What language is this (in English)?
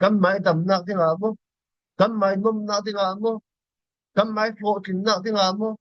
Falam Chin